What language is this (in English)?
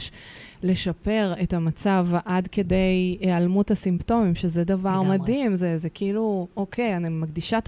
Hebrew